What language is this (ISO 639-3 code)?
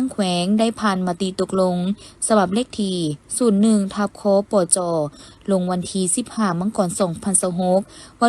lao